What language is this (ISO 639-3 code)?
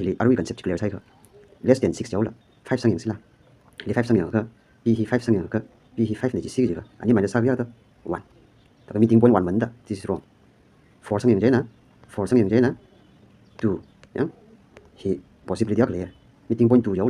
nmf